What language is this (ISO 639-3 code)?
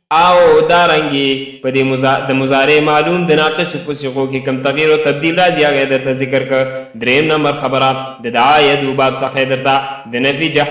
pus